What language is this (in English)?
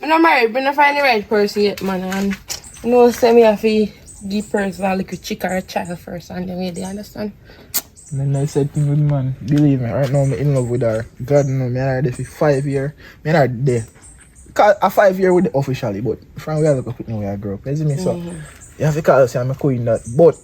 Jamaican Creole English